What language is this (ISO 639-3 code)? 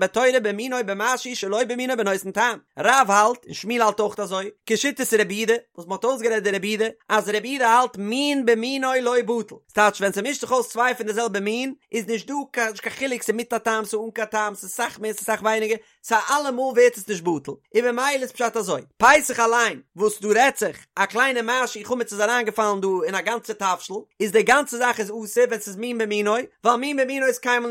yid